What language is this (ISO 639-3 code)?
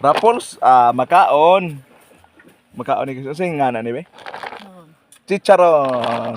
ceb